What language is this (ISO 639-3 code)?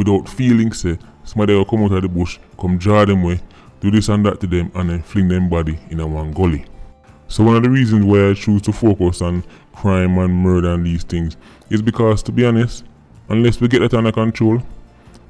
jam